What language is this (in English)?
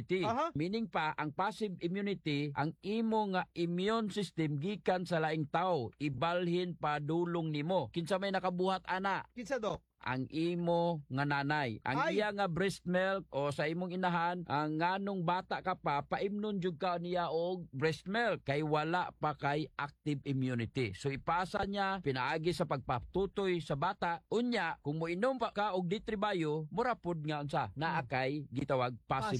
Cebuano